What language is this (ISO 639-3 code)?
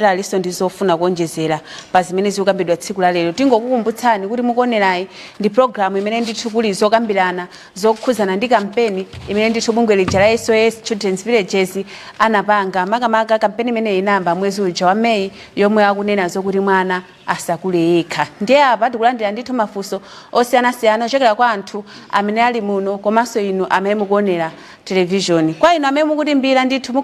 nya